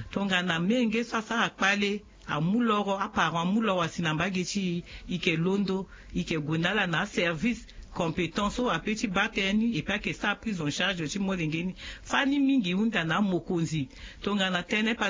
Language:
Sango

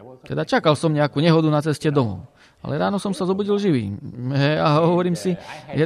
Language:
Slovak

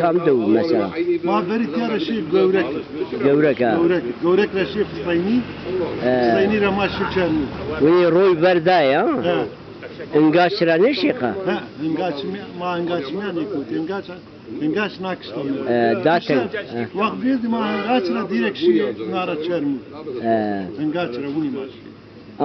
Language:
Zaza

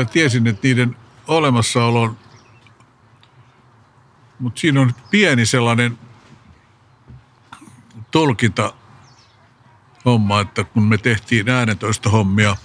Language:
Finnish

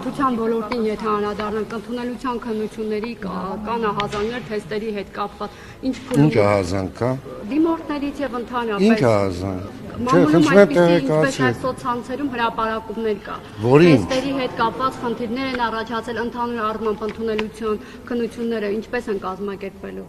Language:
Armenian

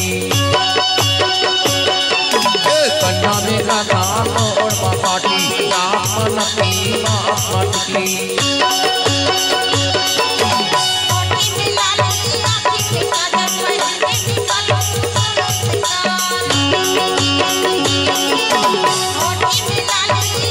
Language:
Chhattisgarhi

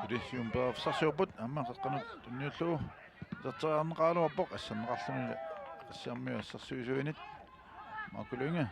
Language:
Kalaallisut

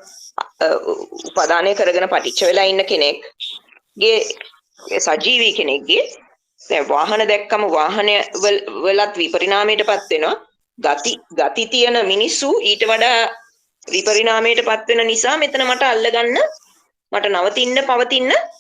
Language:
Sinhala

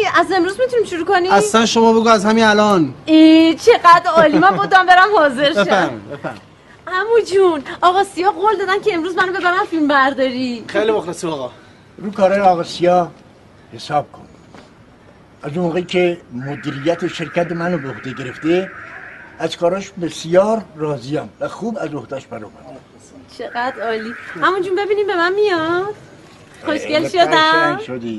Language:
Persian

